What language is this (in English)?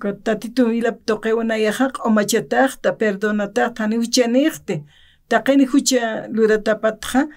Aymara